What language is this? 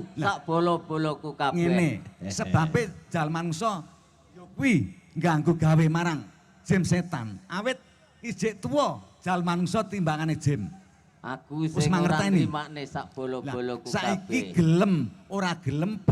Javanese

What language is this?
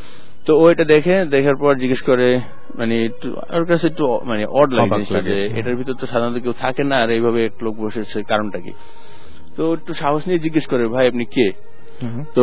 Bangla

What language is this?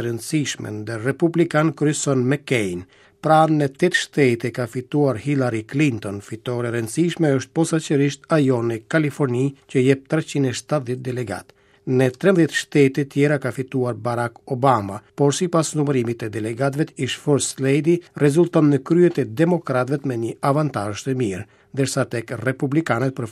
Albanian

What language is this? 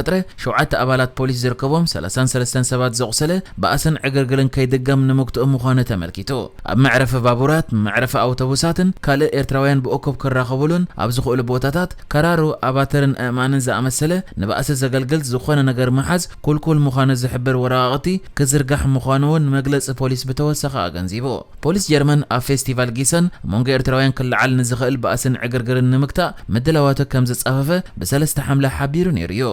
Tigrinya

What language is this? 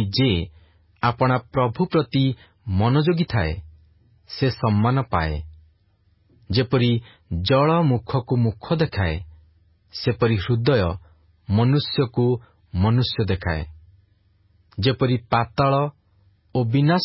Odia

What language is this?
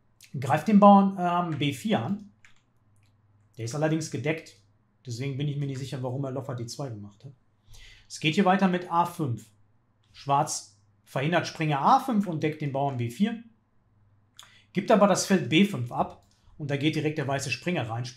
German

